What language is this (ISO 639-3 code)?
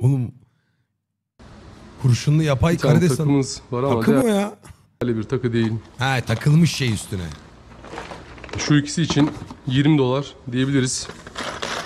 tur